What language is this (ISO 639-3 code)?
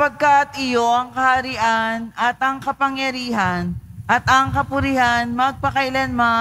fil